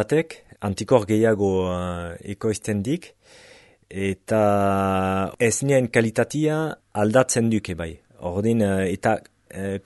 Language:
Basque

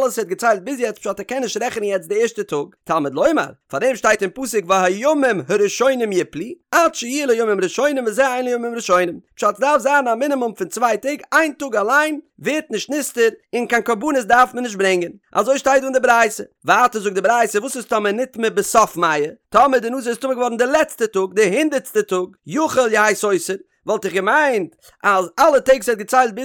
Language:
Yiddish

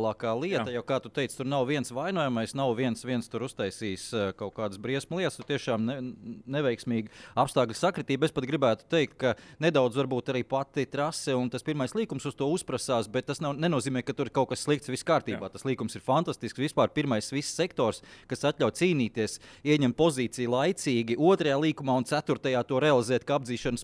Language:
Latvian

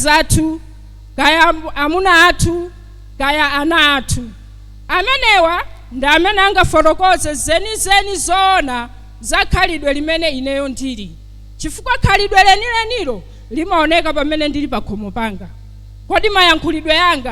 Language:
Nyanja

